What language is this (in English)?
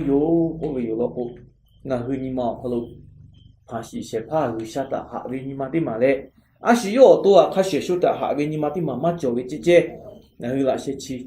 Lahu